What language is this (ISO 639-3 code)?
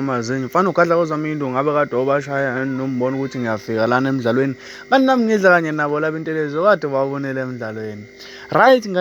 zul